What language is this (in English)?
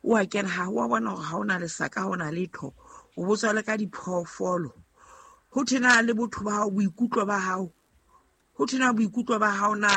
Southern Sotho